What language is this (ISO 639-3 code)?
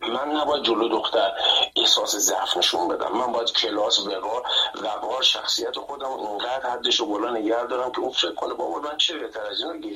fas